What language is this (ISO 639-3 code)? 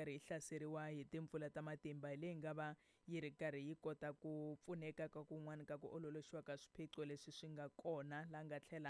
tso